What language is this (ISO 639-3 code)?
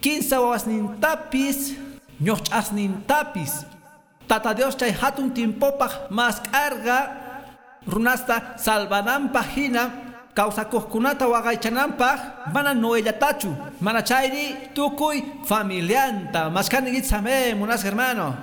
que